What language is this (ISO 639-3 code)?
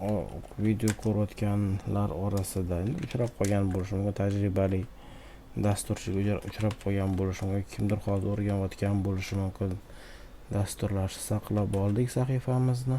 uzb